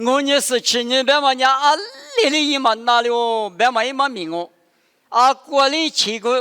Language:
Lisu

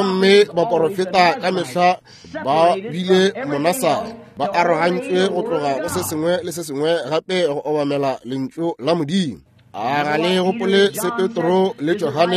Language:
Northern Sotho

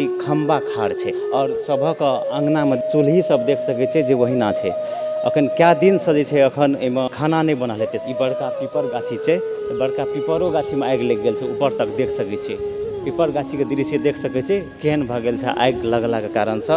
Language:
Maithili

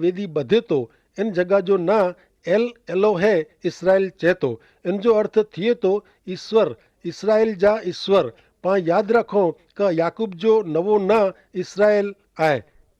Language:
Kachhi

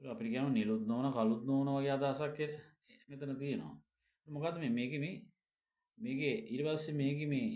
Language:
Sinhala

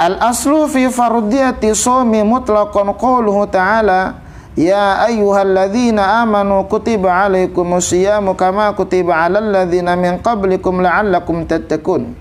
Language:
Bima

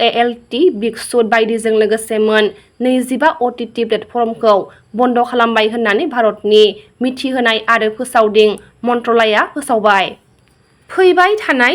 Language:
Bodo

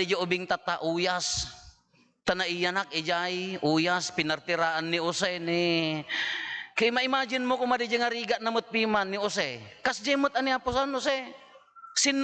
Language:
Iloko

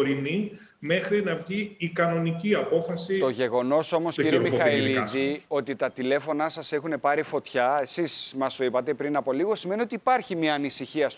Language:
Greek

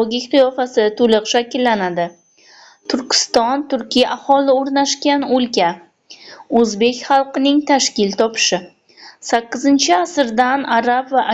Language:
Uzbek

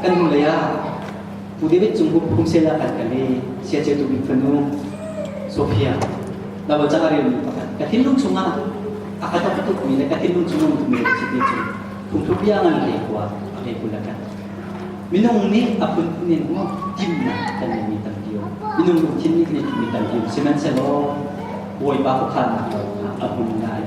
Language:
Hakha Chin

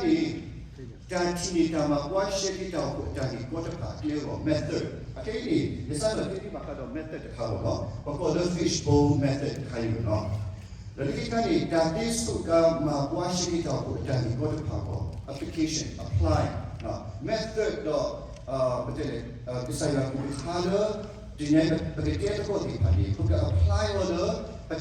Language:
S'gaw Karen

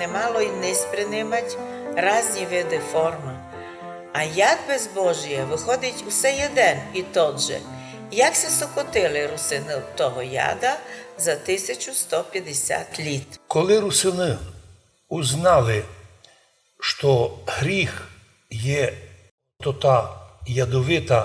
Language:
Rusyn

